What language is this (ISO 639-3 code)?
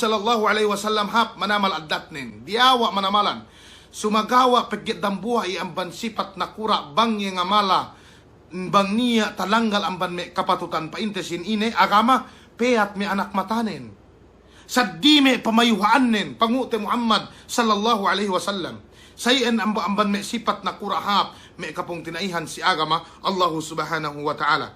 yka